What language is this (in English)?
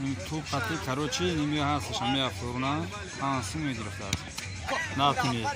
Tajik